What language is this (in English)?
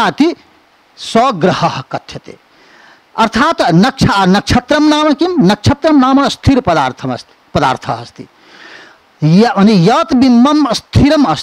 Sanskrit